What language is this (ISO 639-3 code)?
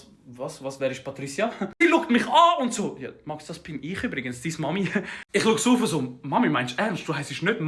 gsw